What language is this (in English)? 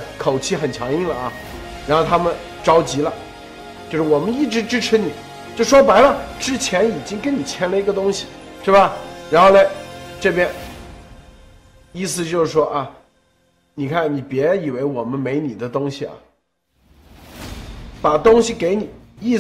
Chinese